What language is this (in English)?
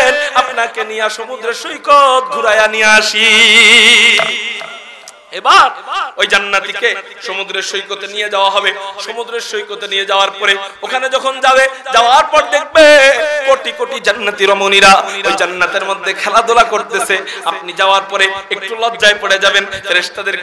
Bangla